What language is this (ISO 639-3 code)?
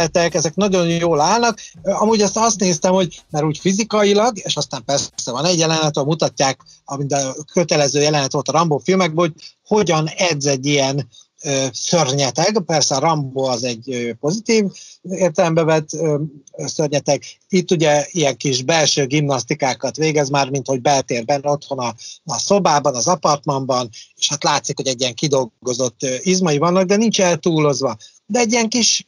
hun